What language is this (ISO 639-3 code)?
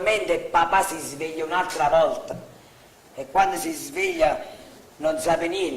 nap